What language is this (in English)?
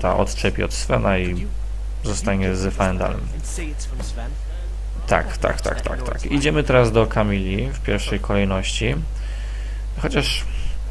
Polish